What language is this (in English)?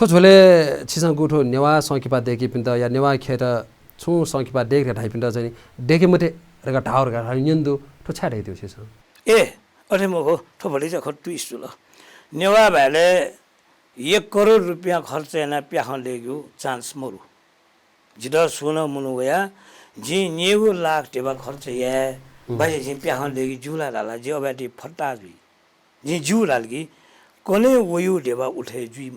Newari